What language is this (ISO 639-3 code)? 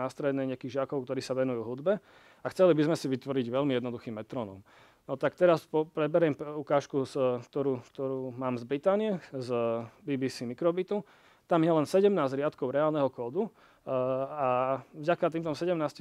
slk